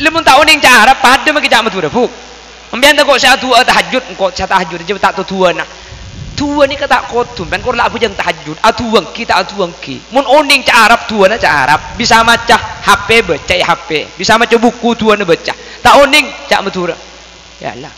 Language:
Madurese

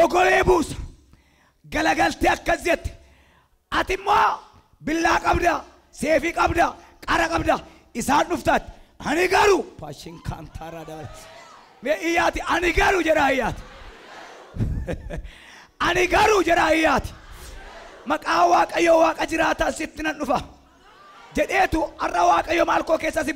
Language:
Oromo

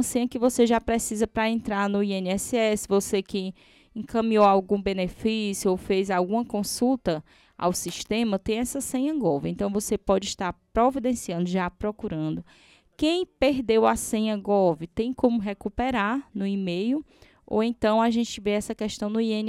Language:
Portuguese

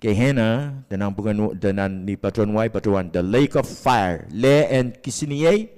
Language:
Pohnpeian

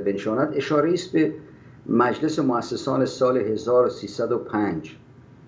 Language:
Persian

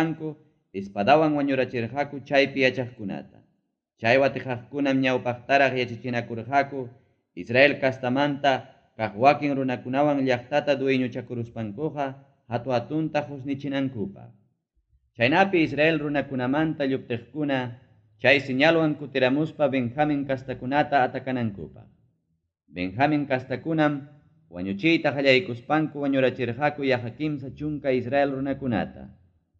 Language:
Ayacucho Quechua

